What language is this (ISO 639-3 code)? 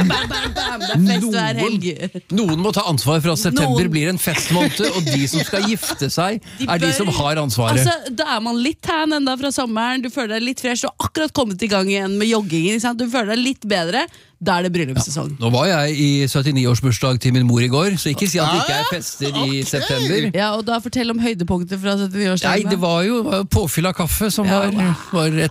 nor